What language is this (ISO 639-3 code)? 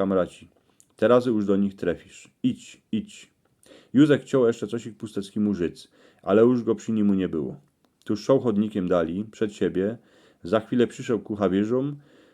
szl